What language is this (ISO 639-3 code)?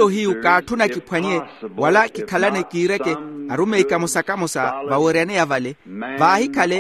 vmw